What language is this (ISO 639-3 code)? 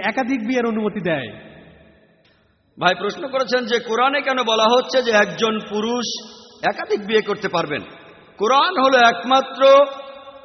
ben